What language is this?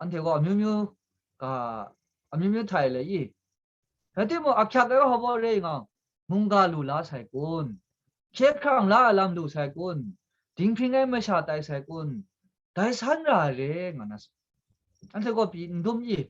Kachin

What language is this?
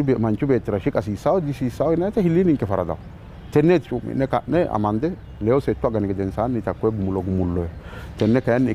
Sidamo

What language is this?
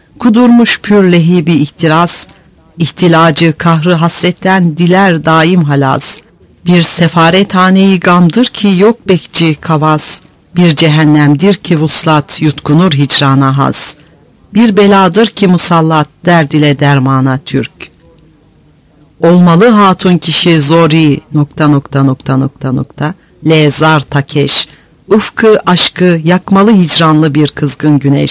Turkish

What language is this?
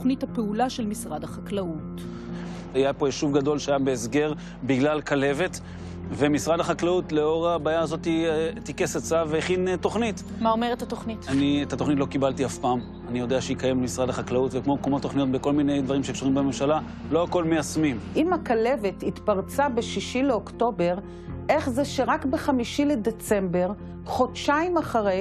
Hebrew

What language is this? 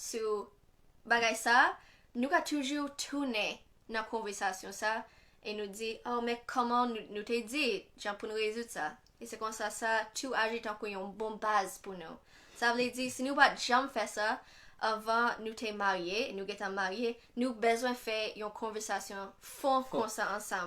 Haitian Creole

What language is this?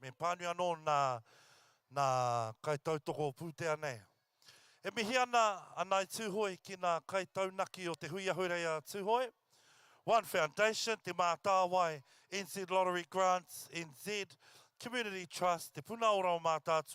Māori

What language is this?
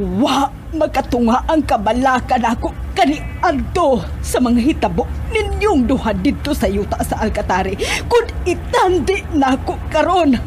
Cebuano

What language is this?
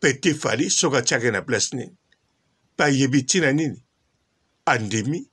Lingala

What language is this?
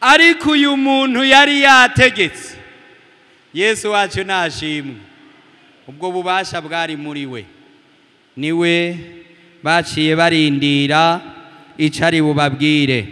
Rundi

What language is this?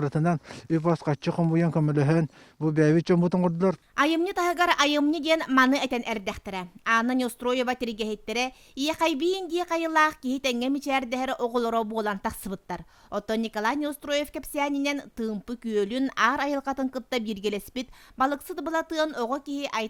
Yakut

